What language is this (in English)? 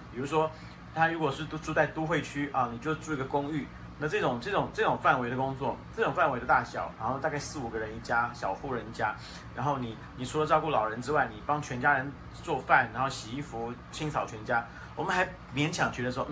Chinese